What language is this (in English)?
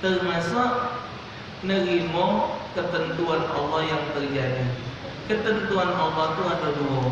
Musi